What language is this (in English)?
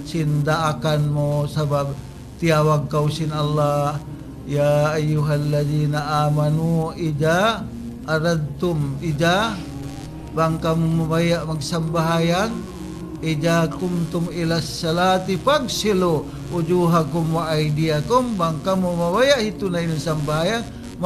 Tausug